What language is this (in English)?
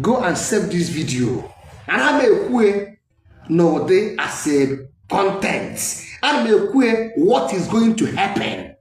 Igbo